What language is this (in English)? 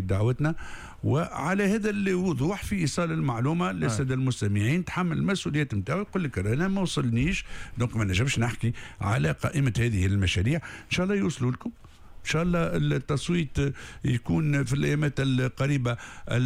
Tunisian Arabic